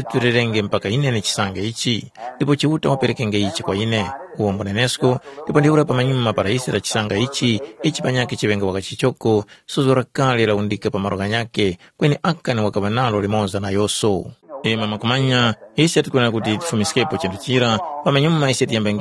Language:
Tumbuka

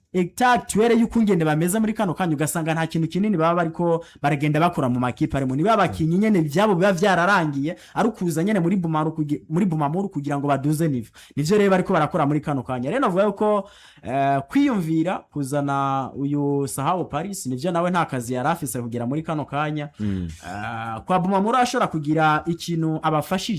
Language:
Rundi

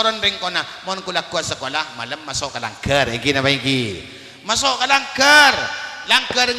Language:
Madurese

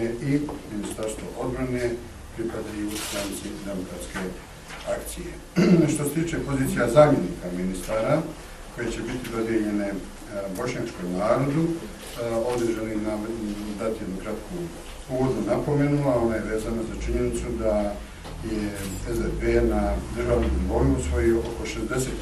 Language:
Bosnian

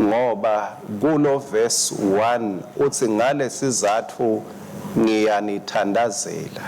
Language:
Swati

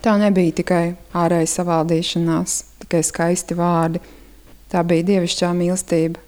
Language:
Latvian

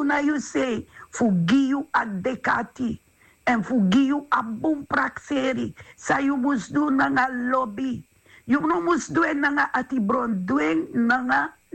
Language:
Sranan Tongo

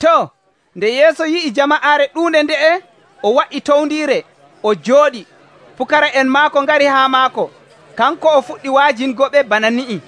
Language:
Nigerian Fulfulde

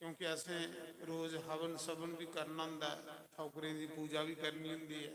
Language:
Dogri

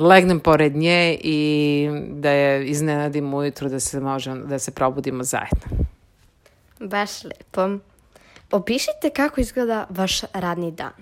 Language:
Serbian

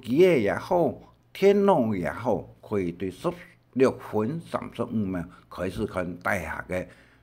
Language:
Hakka Chinese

